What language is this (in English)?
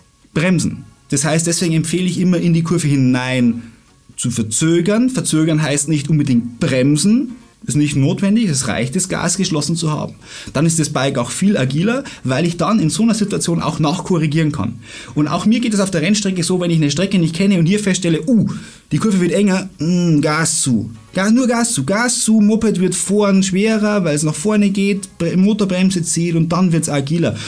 German